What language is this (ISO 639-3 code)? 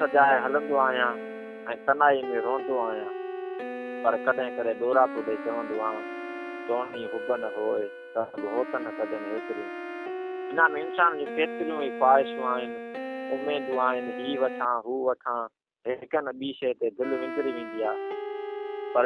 snd